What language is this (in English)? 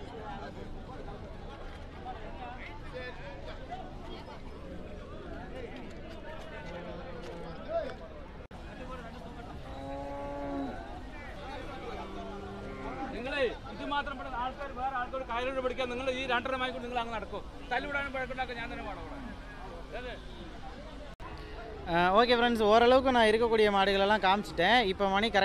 Tamil